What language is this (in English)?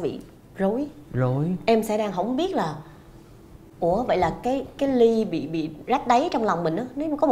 Vietnamese